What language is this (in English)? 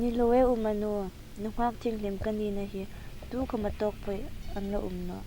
Hmar